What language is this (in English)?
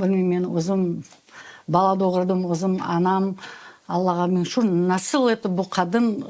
Crimean Tatar